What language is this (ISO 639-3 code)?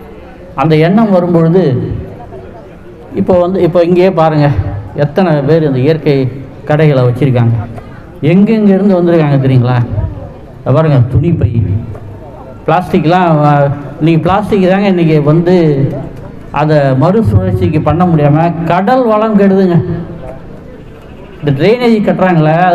tam